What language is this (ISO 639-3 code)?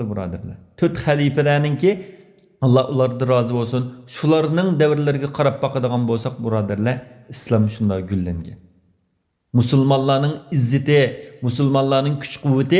uig